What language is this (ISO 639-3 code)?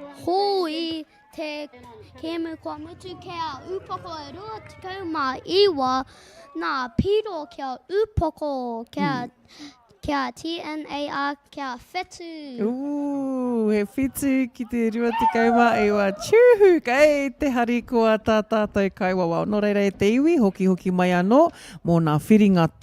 mri